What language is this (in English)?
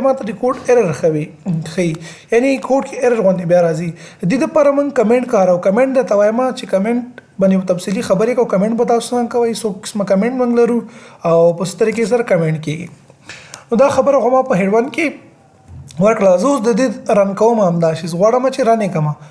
Pashto